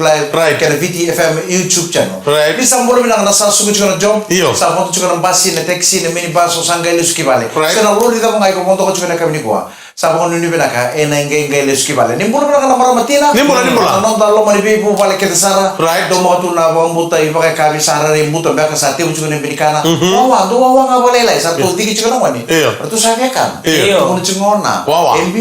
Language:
Fijian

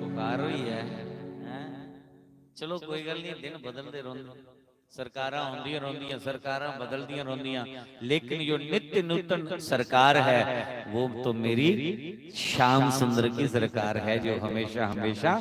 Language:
Dogri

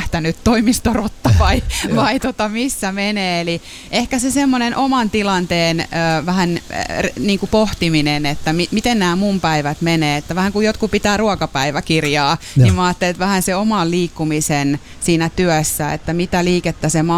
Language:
Finnish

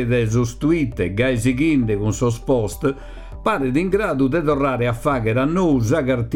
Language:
Sardinian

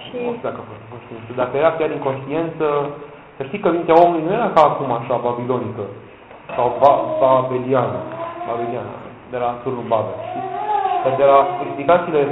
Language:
Romanian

